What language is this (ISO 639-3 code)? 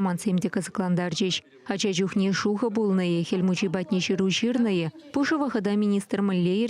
chv